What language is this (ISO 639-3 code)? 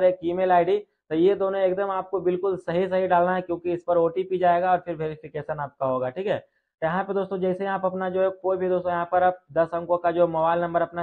hin